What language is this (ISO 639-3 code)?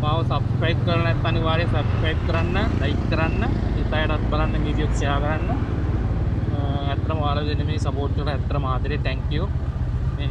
sin